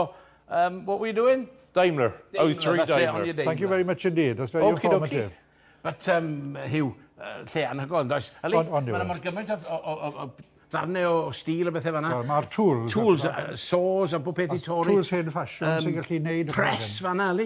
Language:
Welsh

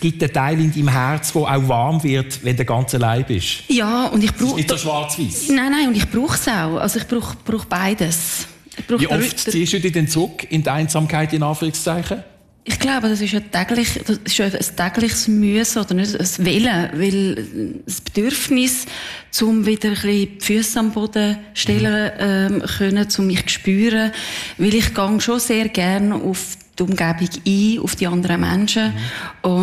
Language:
German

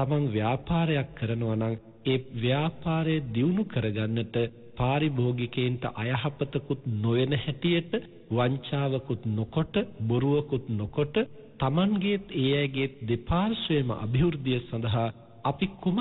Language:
Sinhala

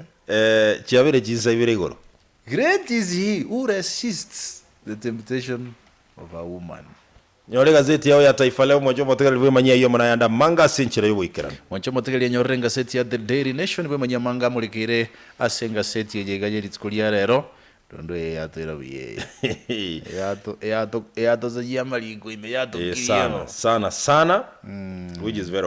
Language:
Gusii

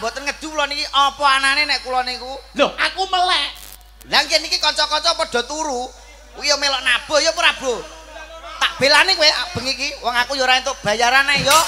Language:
Javanese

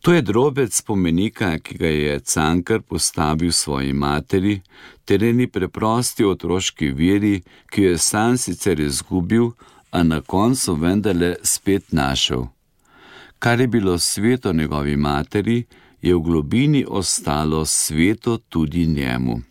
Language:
Slovenian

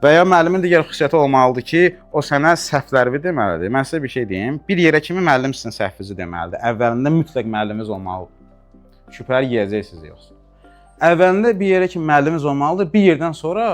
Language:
Azerbaijani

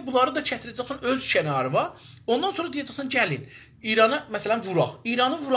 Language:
South Azerbaijani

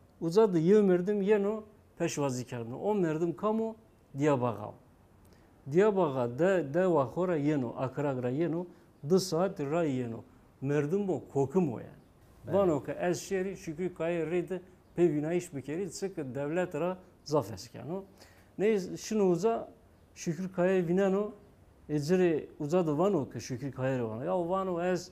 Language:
Zaza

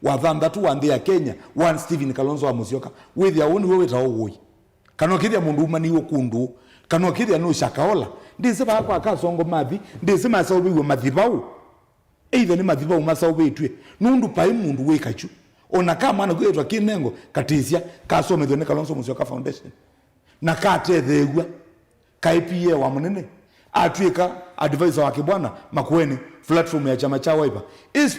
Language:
Kamba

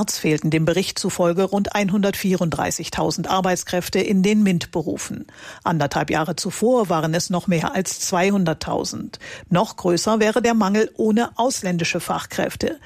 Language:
German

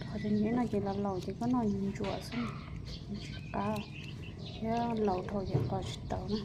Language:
Hmong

